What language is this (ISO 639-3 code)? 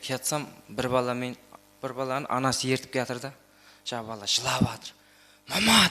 kaa